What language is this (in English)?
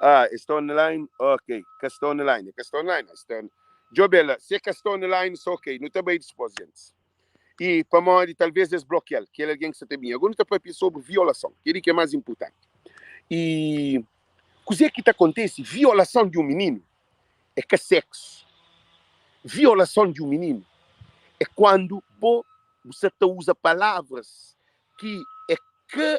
Kabuverdianu